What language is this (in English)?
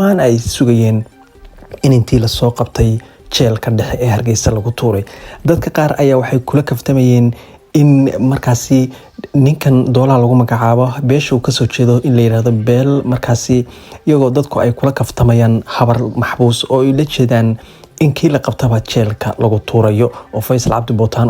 Somali